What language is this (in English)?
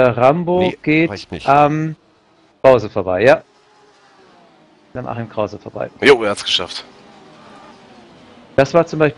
German